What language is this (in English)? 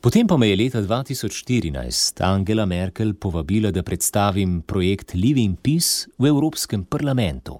Slovenian